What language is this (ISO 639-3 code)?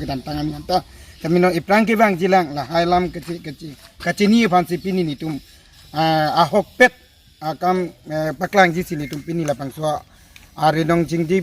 mjw